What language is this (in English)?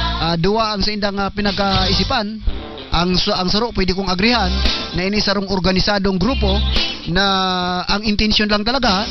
Bikol